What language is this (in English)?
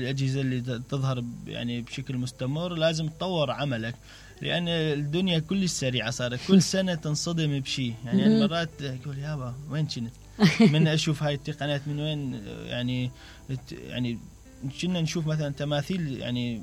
Mesopotamian Arabic